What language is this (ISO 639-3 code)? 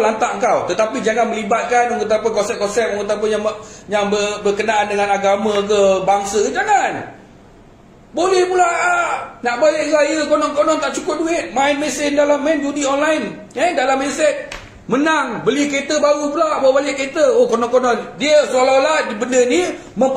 msa